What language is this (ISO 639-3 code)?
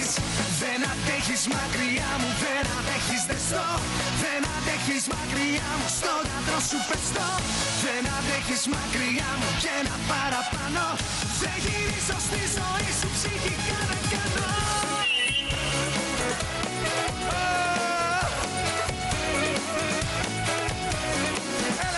ell